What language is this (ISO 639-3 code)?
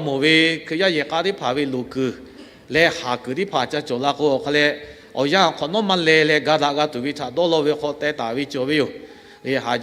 lhu